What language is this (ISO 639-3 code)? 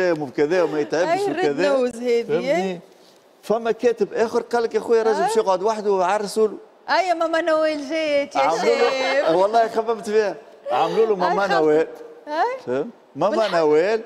aeb